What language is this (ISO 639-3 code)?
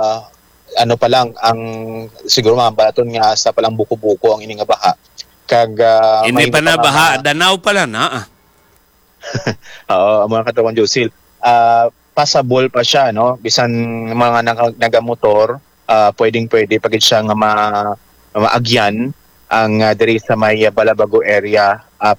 hil